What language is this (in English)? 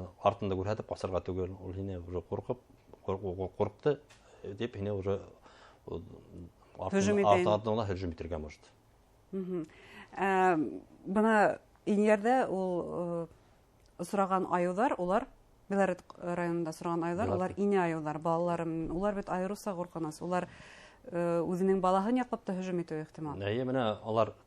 Bashkir